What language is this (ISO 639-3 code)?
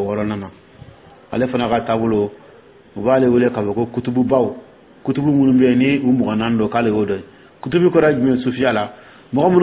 dyu